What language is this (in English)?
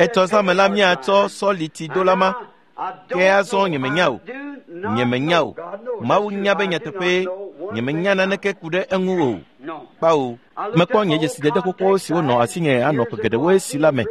Ewe